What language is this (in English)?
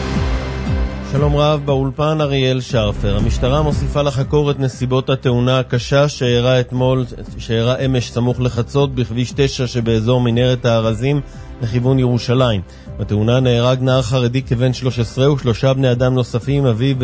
Hebrew